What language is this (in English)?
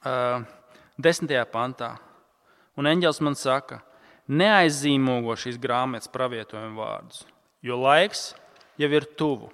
Latvian